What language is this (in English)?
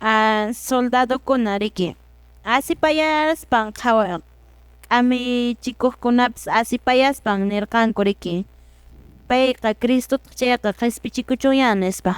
Quechua